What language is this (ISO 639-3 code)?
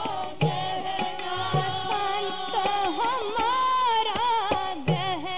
hin